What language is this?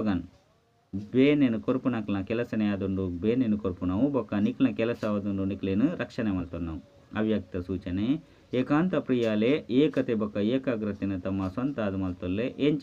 Tulu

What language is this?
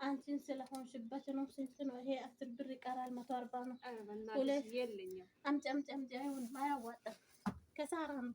Amharic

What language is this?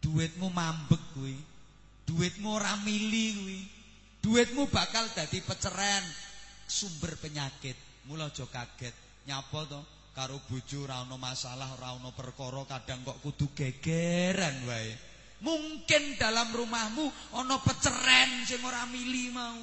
Javanese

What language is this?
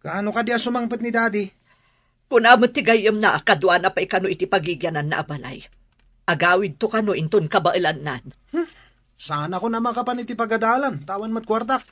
Iloko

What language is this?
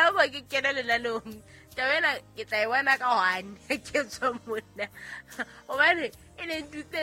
Southern Sotho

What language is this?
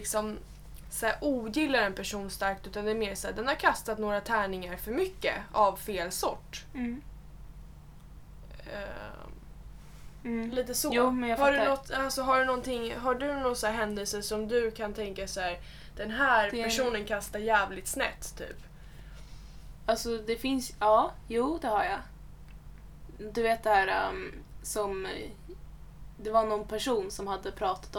Swedish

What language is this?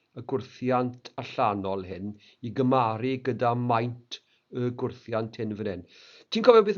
Welsh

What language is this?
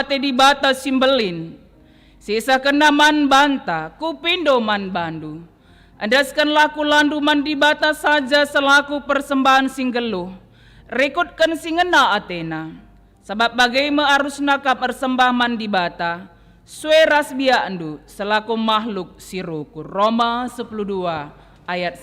Batak Karo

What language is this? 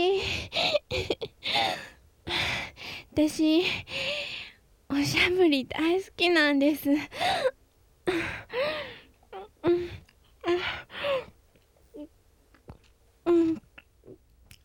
Japanese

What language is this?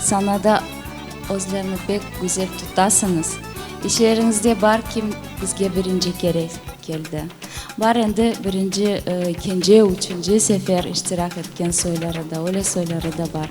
Crimean Tatar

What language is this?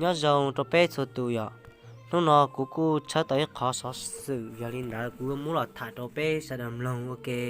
Hmong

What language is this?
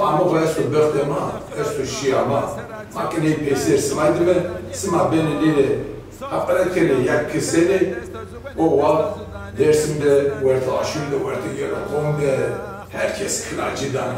Zaza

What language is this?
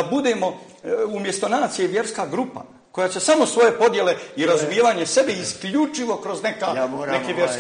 Bosnian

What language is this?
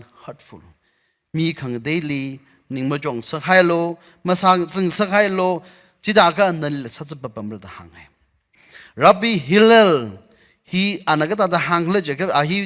Tangkhul Naga (India)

